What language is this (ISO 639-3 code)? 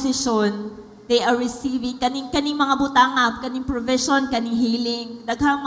ceb